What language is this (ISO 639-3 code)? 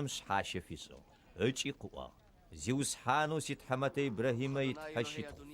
ady